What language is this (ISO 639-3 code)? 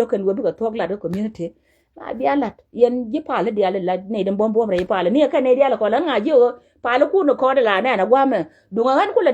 nus